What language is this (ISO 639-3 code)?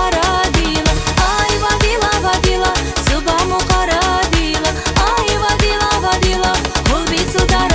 tab